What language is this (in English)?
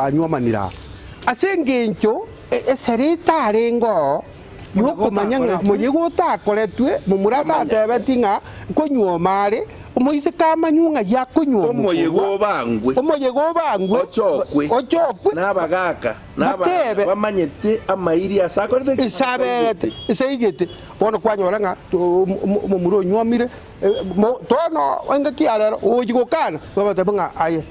Gusii